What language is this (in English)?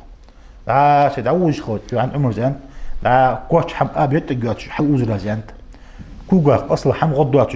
Ingush